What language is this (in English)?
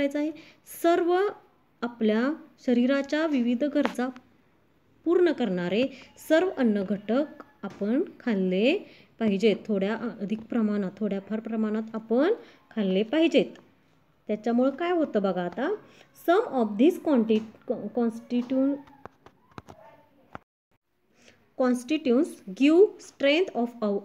Marathi